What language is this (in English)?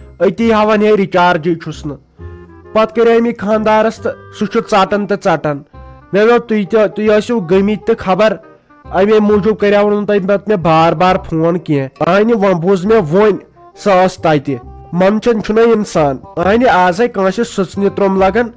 Kashmiri